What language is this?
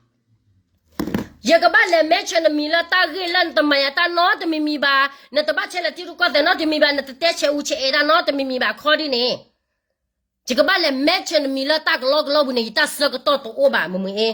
S'gaw Karen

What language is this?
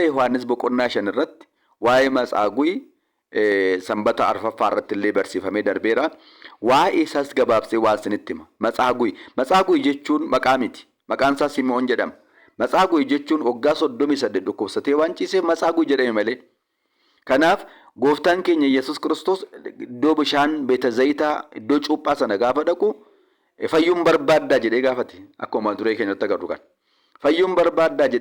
Oromo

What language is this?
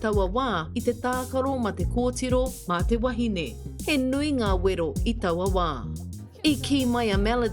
Māori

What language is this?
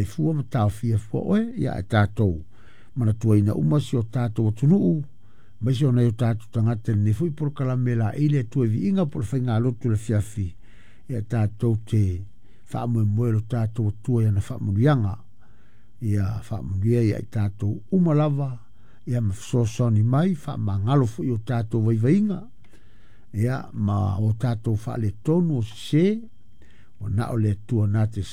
Samoan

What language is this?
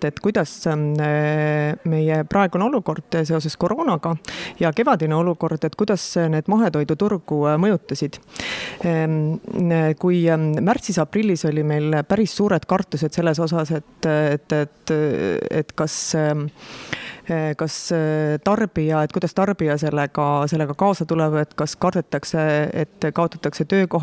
Estonian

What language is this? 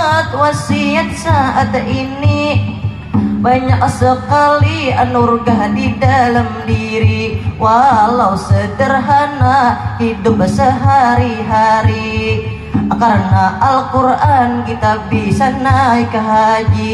Banjar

